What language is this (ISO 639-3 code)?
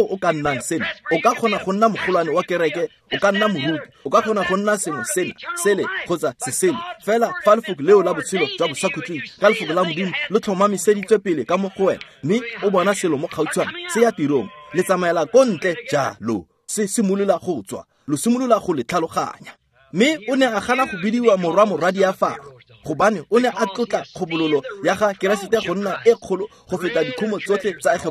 tsn